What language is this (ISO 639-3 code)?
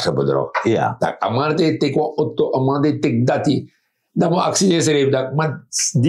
srn